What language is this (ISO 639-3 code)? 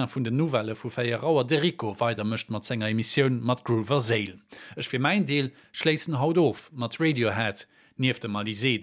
ltz